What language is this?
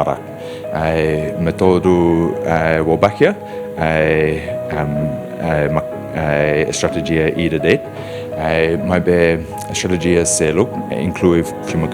Tetum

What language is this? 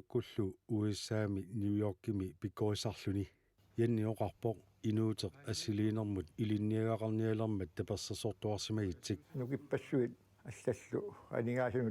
Kalaallisut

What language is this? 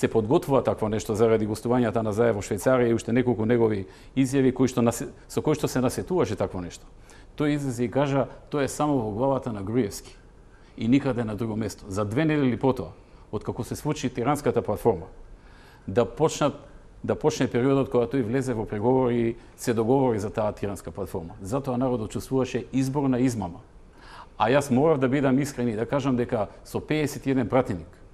Macedonian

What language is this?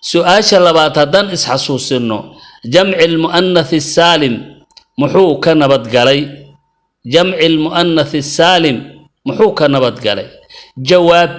Somali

